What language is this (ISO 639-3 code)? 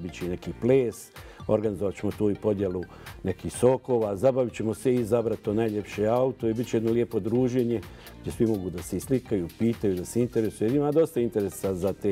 bos